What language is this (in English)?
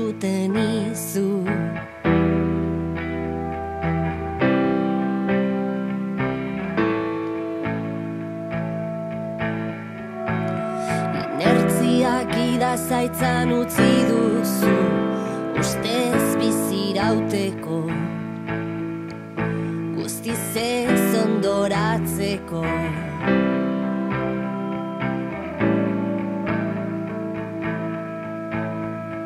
Basque